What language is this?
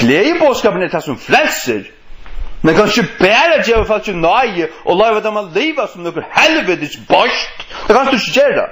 Faroese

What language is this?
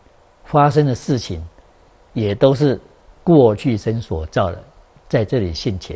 Chinese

